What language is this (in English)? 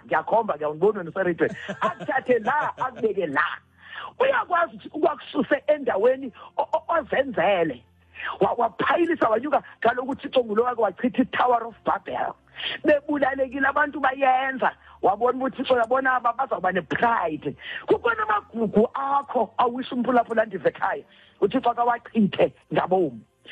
Xhosa